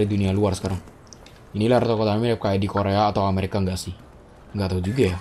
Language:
Indonesian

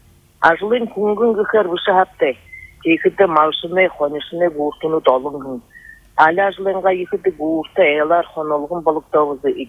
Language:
Buriat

